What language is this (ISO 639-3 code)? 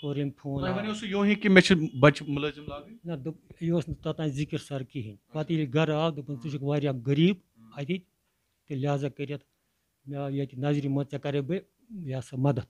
kas